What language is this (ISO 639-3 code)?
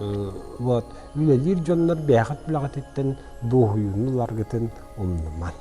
sah